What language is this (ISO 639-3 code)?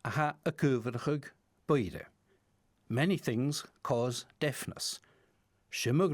gla